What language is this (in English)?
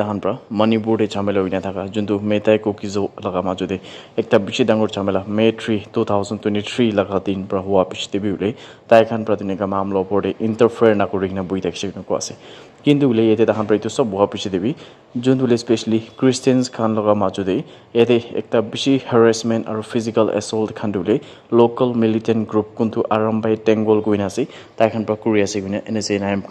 Naga Pidgin